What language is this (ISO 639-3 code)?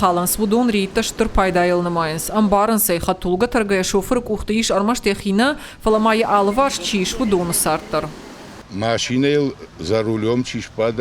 oss